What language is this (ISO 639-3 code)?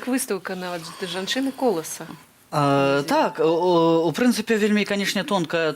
bel